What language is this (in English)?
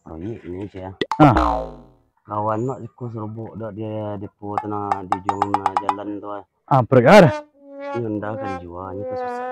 Minangkabau